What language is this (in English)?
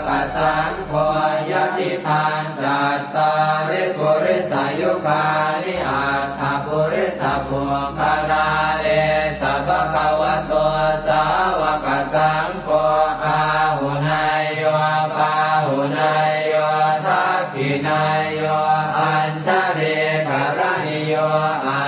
Pali